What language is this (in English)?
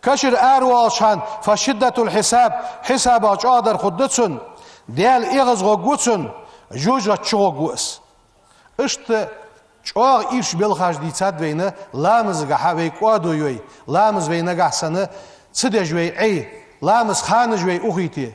Ingush